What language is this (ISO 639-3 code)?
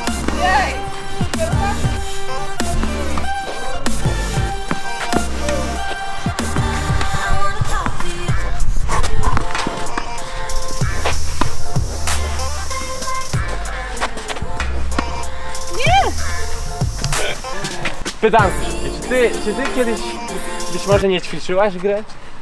pol